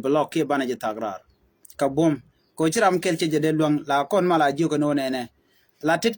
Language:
Nuer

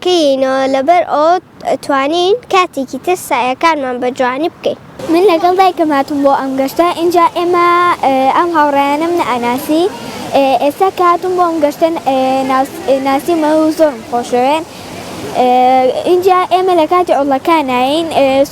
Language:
Central Kurdish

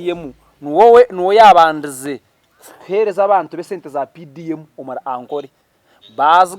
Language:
Nyankole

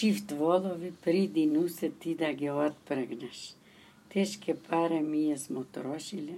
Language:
Serbian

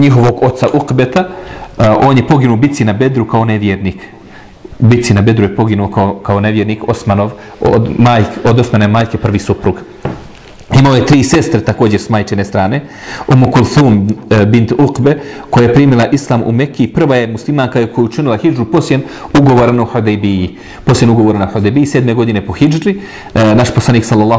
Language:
Bosnian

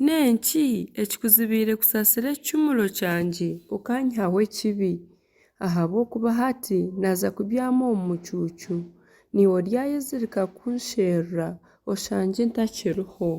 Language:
Nyankole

